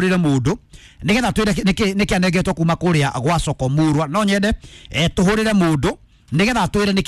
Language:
Kikuyu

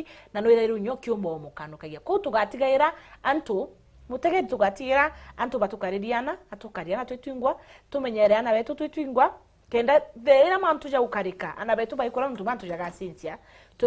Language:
Meru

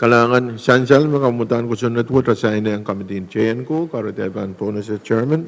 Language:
Pohnpeian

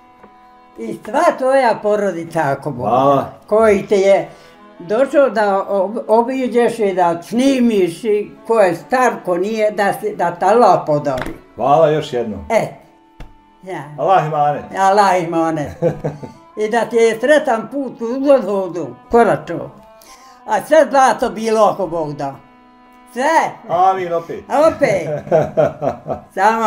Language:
Bosnian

